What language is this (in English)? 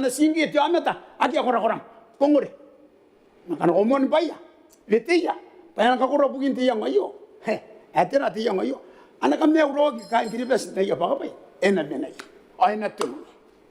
Gilbertese